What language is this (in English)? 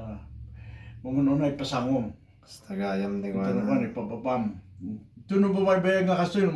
Iloko